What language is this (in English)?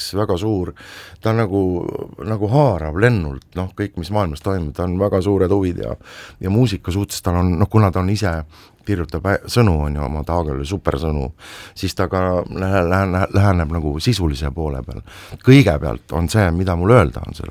Estonian